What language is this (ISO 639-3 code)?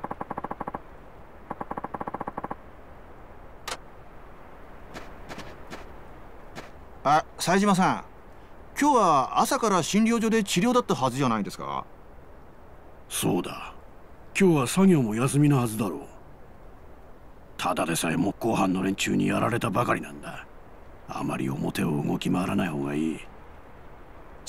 jpn